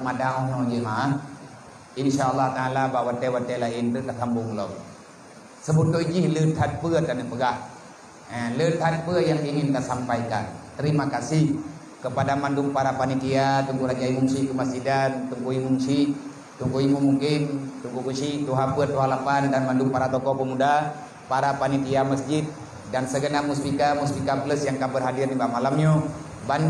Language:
Achinese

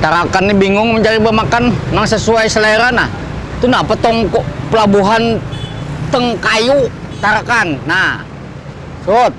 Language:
Banjar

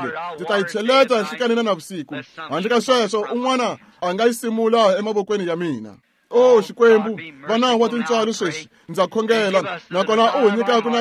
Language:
Tsonga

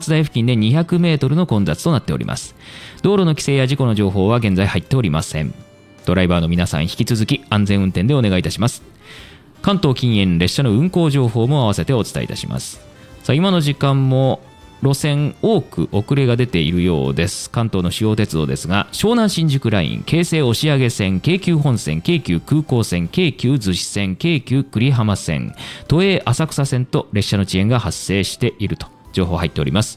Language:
Japanese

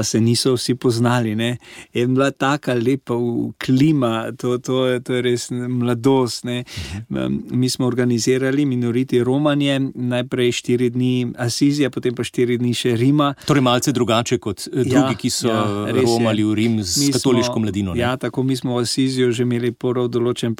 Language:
Slovenian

